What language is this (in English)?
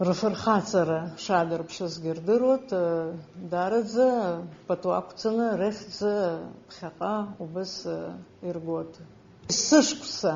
Abkhazian